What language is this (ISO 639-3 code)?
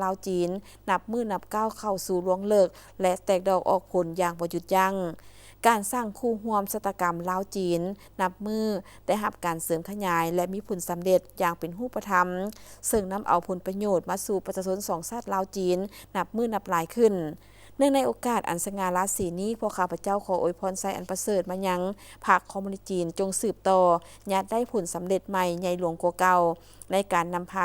lao